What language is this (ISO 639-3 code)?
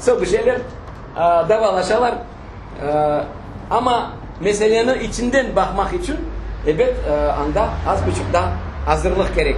crh